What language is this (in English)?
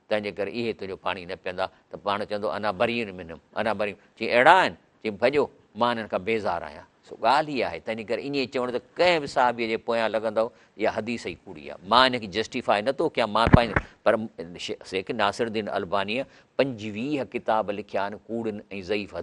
Sindhi